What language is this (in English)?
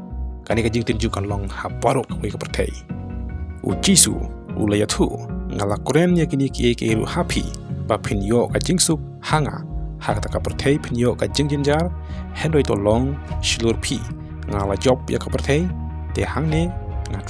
Khasi